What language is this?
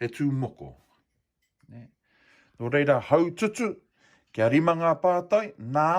Māori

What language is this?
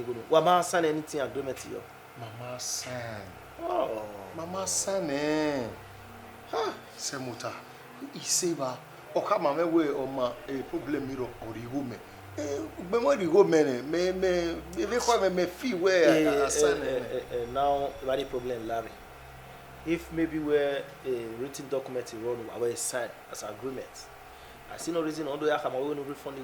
Bini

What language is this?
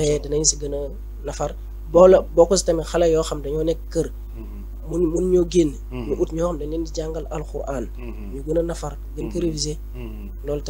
Wolof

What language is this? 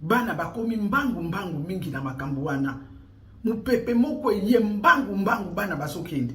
Lingala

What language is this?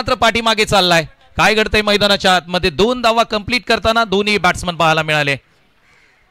Marathi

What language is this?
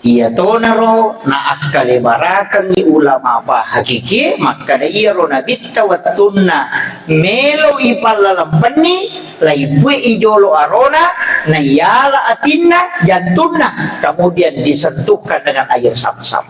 Buginese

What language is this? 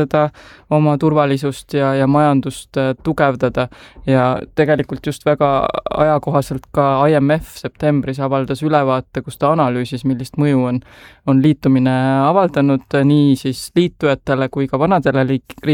Estonian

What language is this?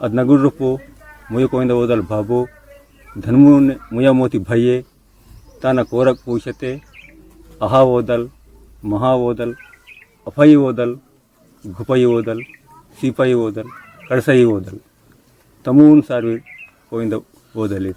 Aheri Gondi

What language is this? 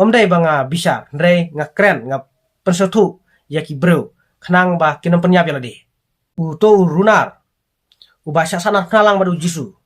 Khasi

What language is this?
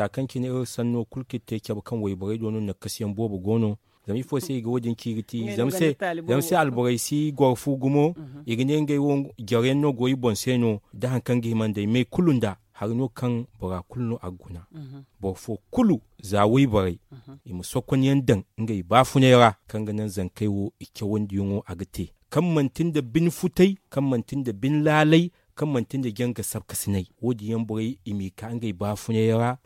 Zarma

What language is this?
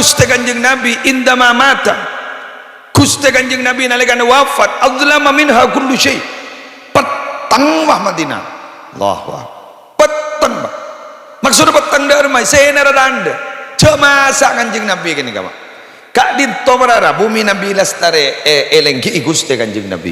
Madurese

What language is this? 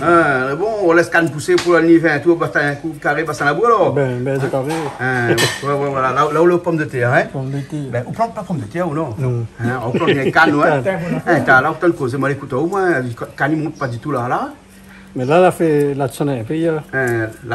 Réunion Creole French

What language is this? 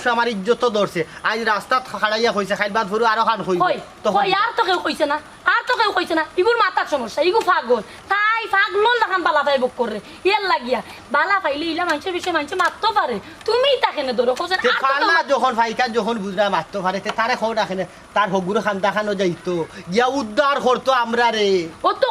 Sylheti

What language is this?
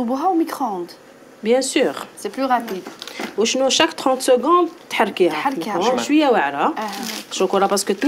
Algerian Arabic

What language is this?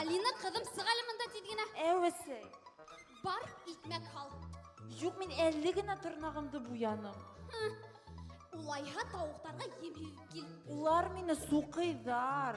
Bashkir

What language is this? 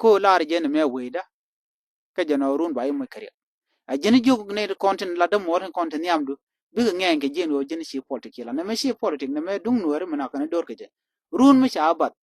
Nuer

